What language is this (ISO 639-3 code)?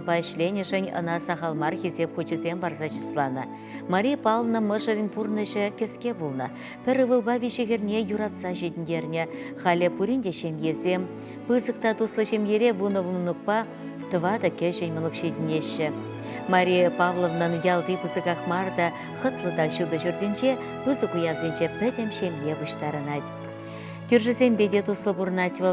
chv